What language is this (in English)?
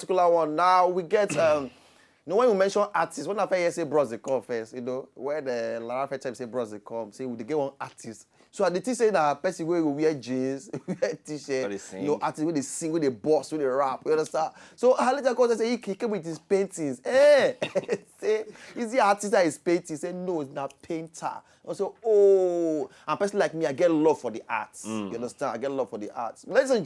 Nigerian Pidgin